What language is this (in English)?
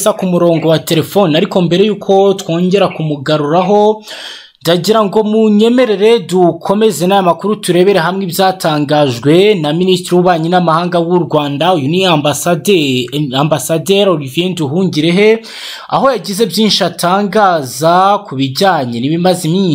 Kinyarwanda